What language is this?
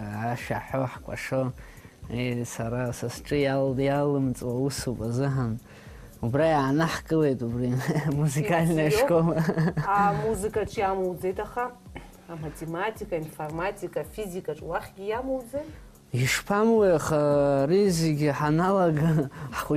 Abkhazian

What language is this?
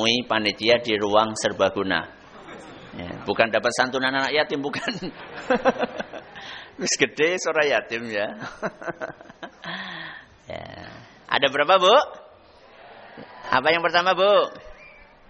Indonesian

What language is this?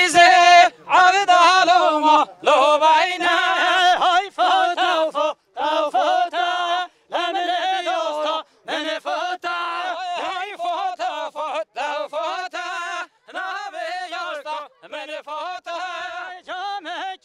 Kurdish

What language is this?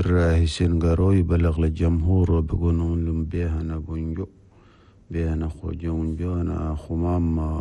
Chadian Arabic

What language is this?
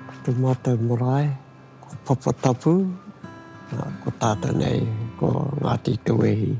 Māori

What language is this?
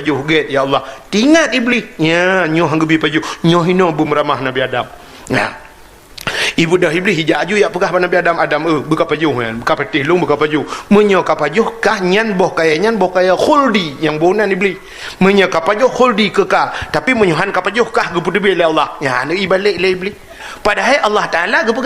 Achinese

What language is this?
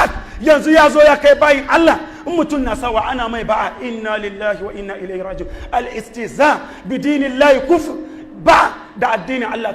Hausa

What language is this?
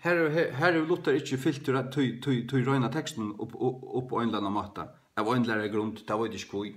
Faroese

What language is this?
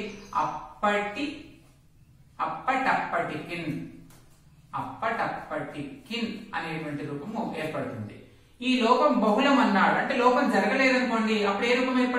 Telugu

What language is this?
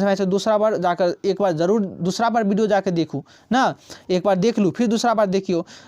Maithili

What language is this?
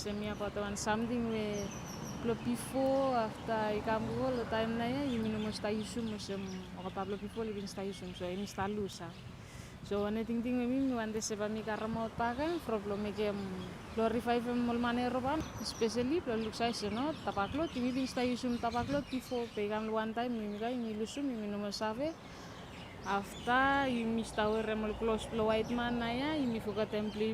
Bislama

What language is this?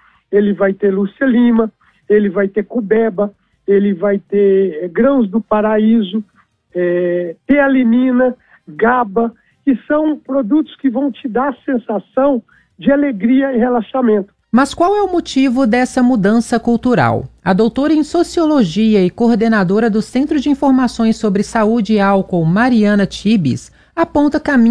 Portuguese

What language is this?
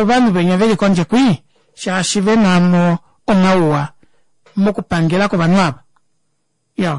Kuanyama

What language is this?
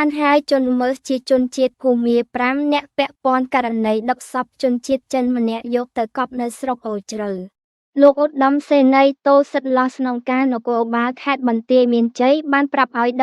Khmer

